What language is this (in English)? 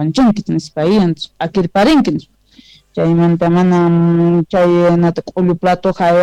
Quechua